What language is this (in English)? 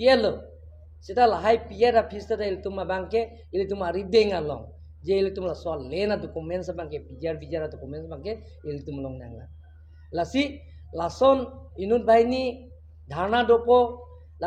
Karbi